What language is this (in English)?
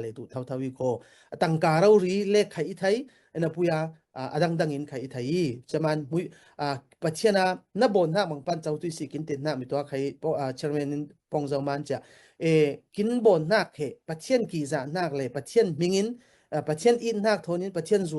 Falam Chin